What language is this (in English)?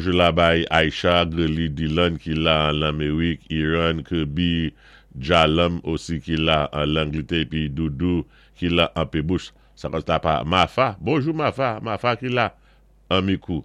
Saint Lucian Creole French